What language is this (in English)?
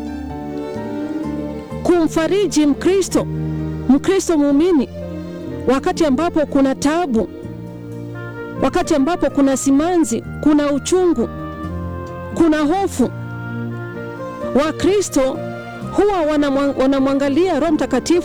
Swahili